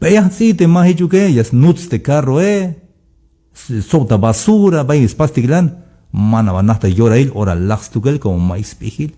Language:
Tzeltal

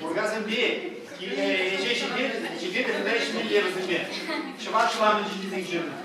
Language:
Chuvash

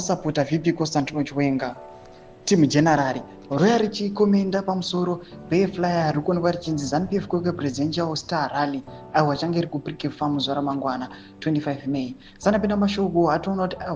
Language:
Shona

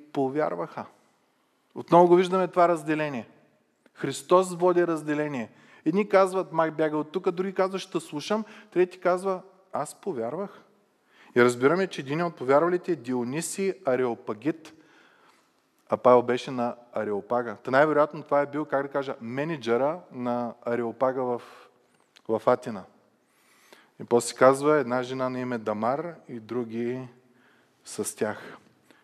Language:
Bulgarian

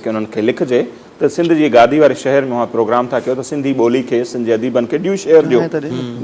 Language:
Sindhi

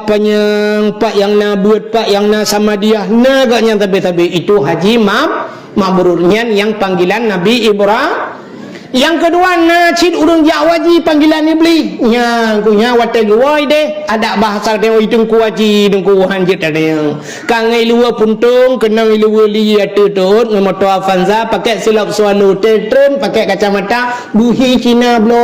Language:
Achinese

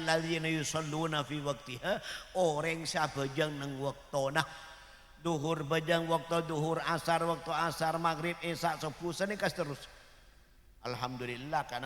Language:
Madurese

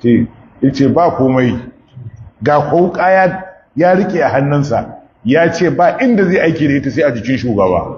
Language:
Hausa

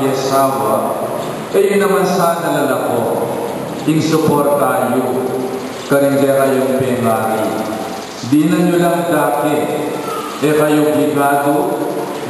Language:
Pampanga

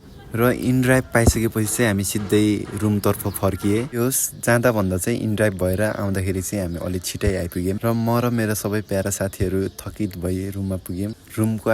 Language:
Nepali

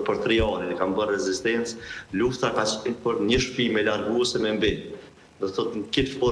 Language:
Albanian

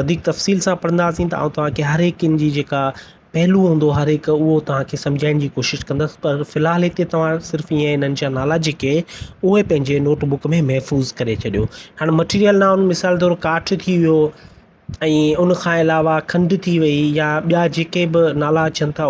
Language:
Sindhi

